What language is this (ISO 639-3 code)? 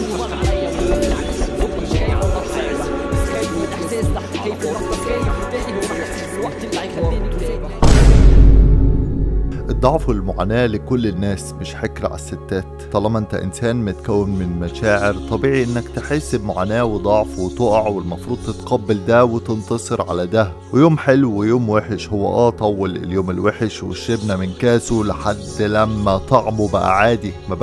arz